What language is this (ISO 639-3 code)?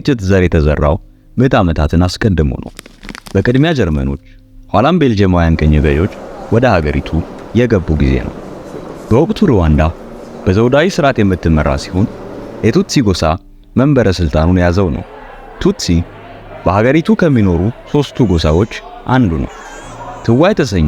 amh